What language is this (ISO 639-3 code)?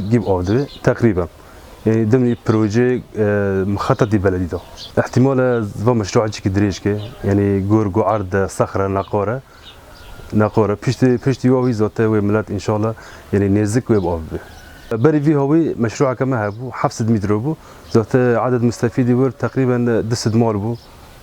kur